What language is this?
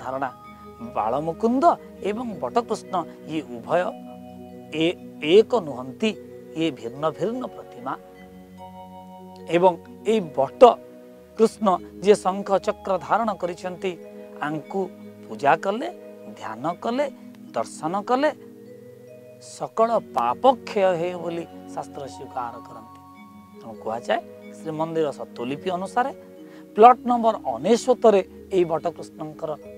Odia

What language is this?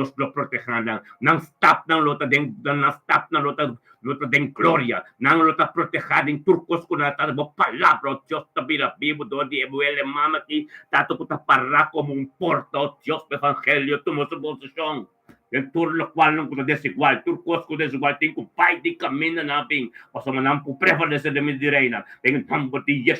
Papiamento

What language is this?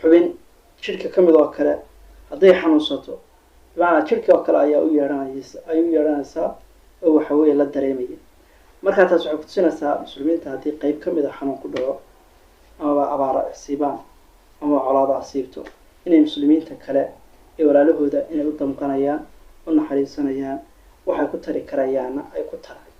Somali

